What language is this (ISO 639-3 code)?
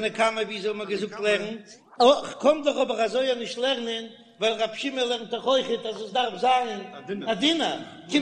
yid